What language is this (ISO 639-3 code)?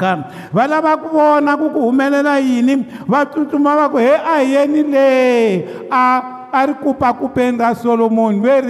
tso